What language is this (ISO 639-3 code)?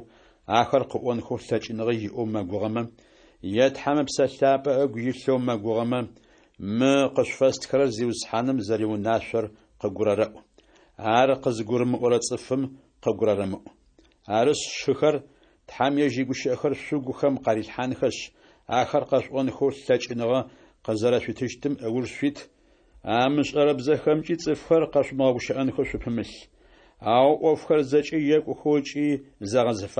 ady